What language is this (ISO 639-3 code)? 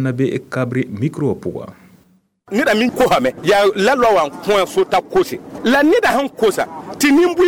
mos